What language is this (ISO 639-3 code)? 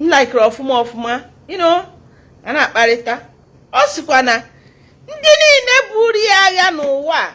ibo